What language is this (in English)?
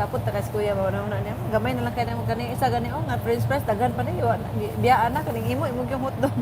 Cebuano